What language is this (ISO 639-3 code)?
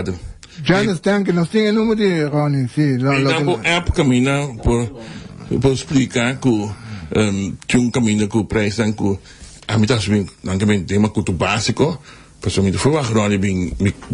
pap